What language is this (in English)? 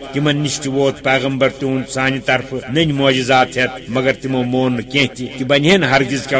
Kashmiri